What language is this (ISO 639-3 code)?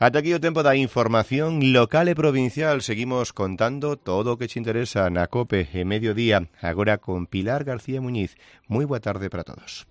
glg